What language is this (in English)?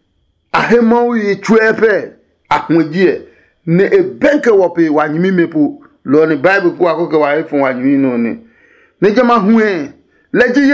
Adangme